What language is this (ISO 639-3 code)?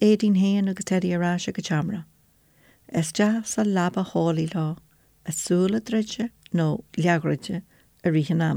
gle